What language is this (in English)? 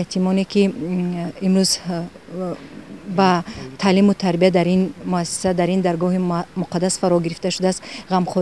Tajik